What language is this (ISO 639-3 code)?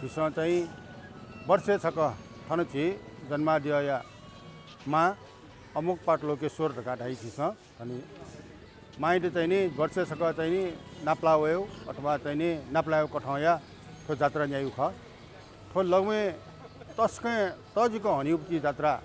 new